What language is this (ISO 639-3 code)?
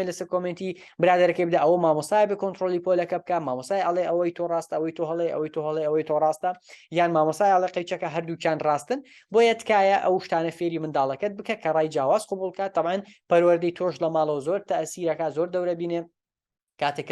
ckb